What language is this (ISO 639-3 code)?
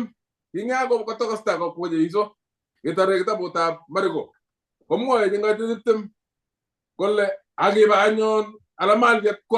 kln